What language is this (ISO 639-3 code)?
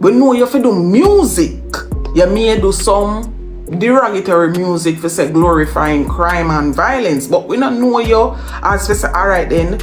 jam